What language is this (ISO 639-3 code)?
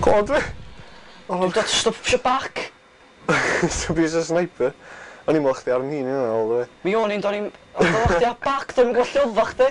cym